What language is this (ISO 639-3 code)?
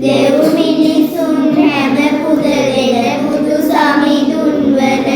sin